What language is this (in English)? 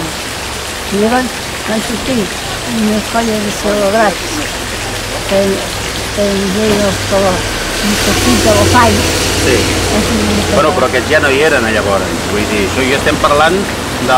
Catalan